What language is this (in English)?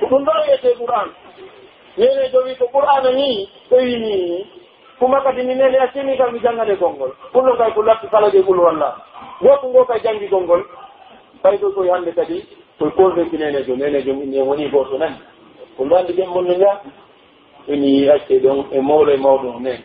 Pular